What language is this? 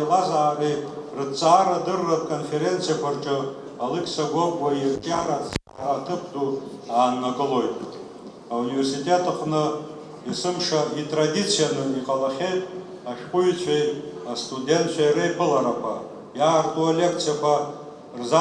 Abkhazian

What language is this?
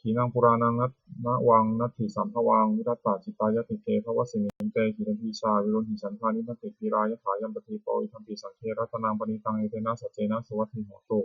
Pali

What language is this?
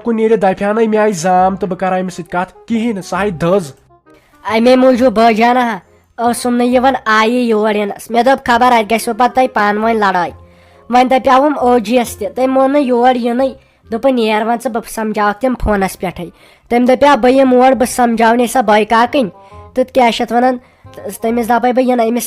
Kashmiri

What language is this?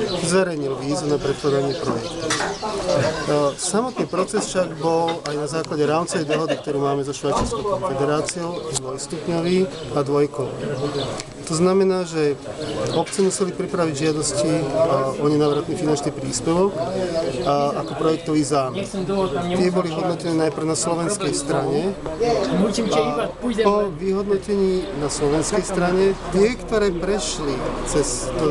Slovak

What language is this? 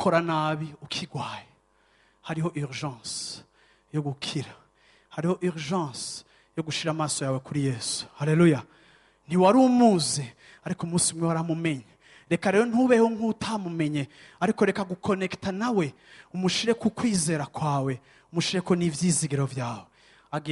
Rundi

